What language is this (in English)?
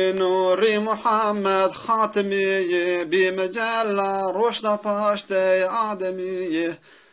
Zaza